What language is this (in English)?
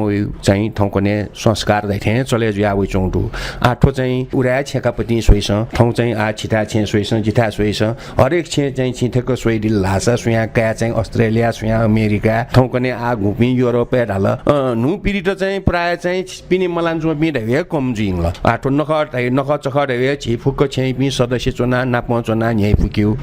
Newari